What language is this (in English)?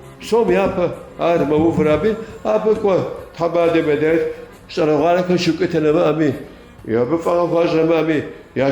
Kabardian